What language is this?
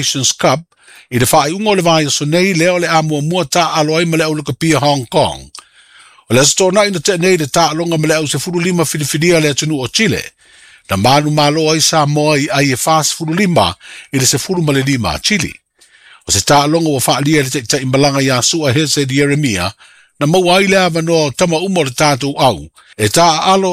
Samoan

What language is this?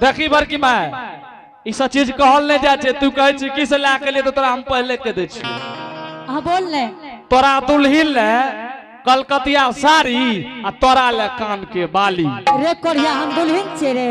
Angika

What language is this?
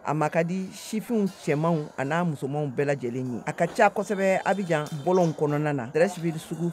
Bambara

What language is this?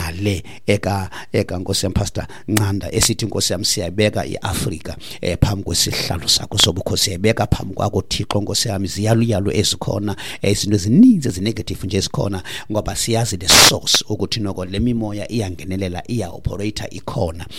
Xhosa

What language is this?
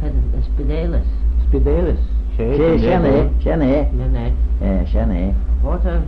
Manx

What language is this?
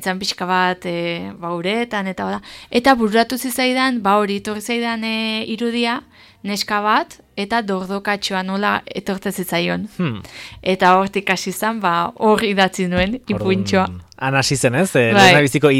Basque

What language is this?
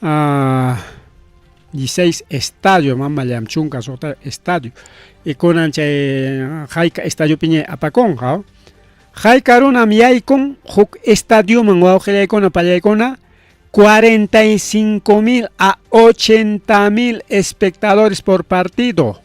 Ayacucho Quechua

